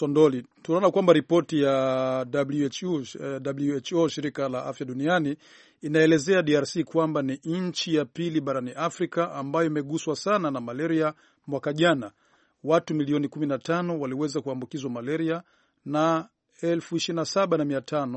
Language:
Swahili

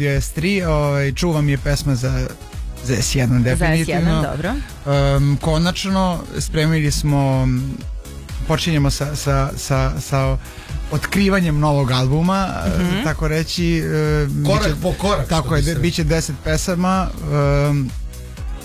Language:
Serbian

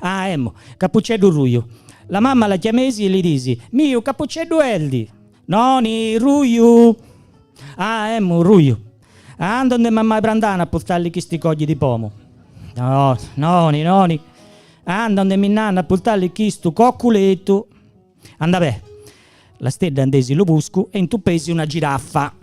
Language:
Gallurese Sardinian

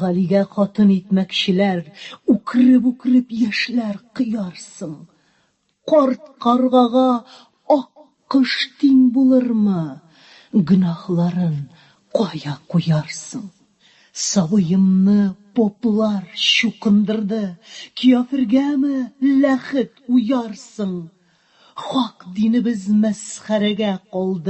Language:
Tatar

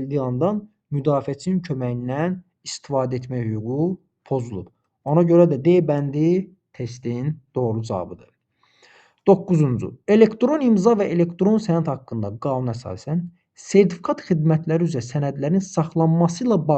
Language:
Azerbaijani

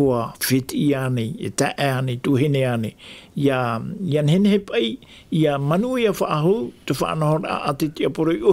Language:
Tahitian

